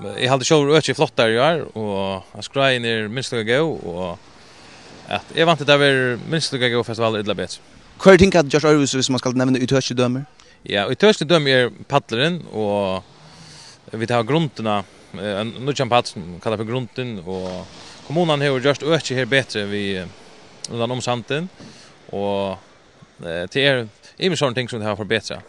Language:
Faroese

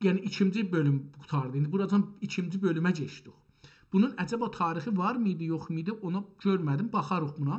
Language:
South Azerbaijani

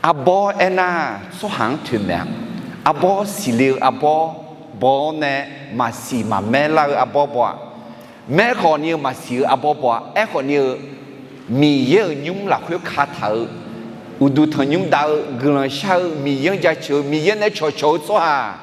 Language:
Akha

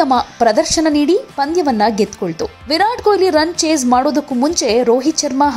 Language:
Kannada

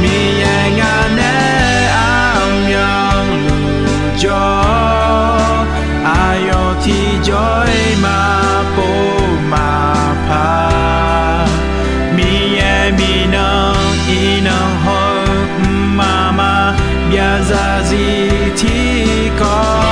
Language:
Akha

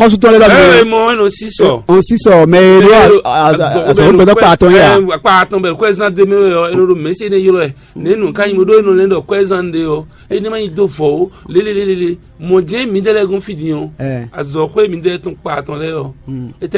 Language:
Fon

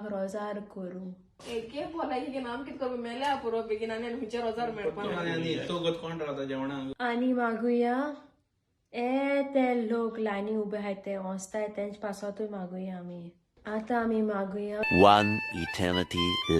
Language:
Konkani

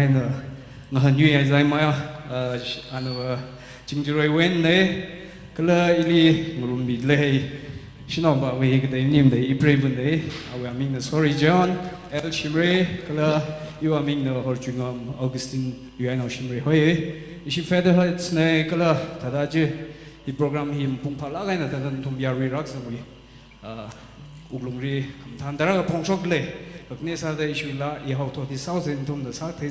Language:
Tangkhul Naga (India)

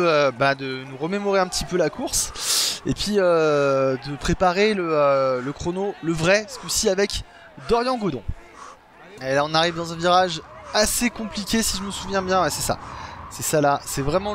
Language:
French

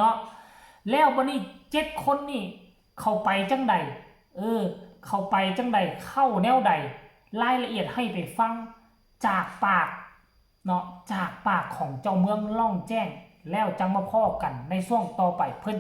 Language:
Lao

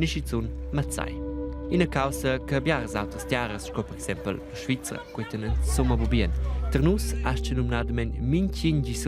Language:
Romansh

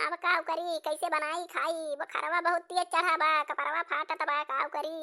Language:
Awadhi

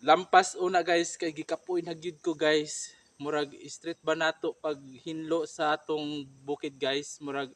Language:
Cebuano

